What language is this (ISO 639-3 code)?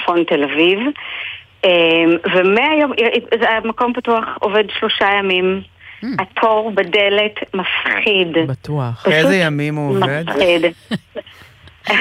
heb